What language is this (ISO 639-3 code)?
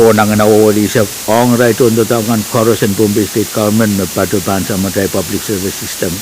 pon